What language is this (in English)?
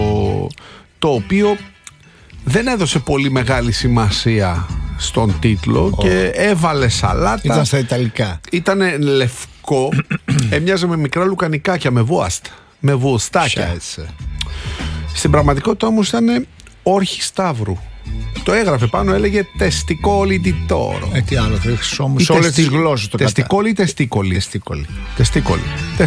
Greek